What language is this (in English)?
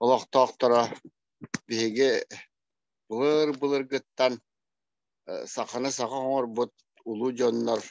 Yakut